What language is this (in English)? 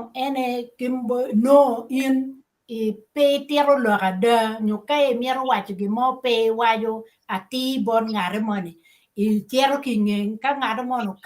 Acoli